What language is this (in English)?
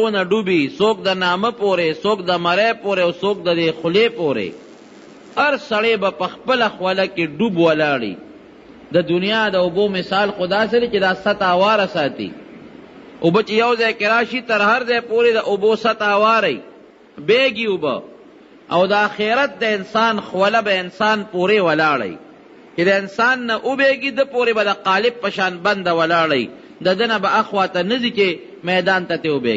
Pashto